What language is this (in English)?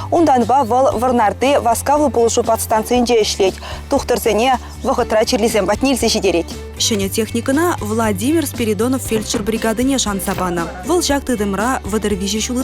Chuvash